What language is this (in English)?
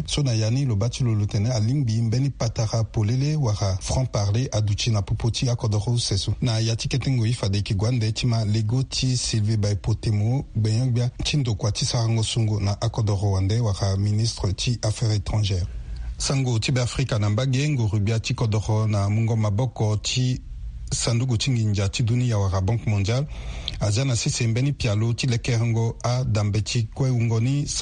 Sango